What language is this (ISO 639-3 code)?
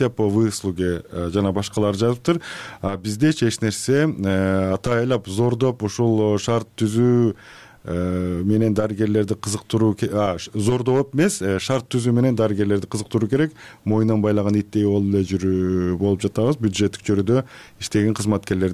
kir